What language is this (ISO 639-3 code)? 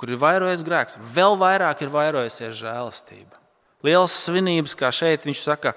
lav